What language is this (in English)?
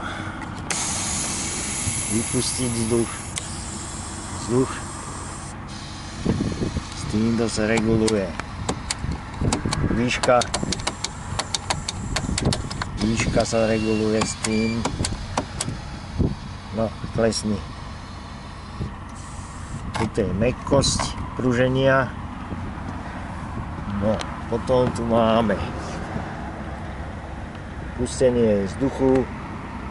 Slovak